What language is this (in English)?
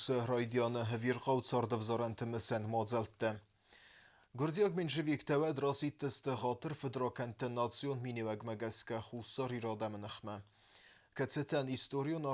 Ossetic